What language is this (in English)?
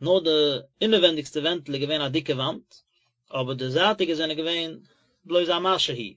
Yiddish